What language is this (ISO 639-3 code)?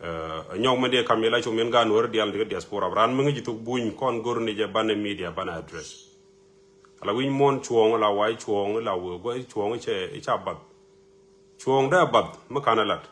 nus